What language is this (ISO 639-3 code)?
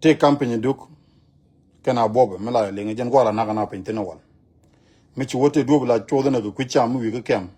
nus